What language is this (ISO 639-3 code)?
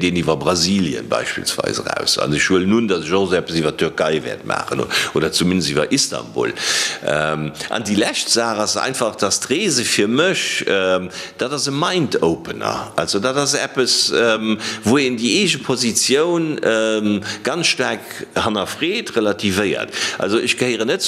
ltz